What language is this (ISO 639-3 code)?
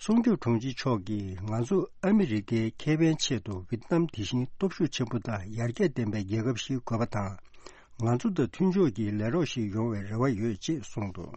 bod